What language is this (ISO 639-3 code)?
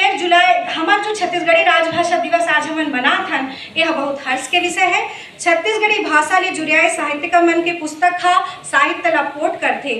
hne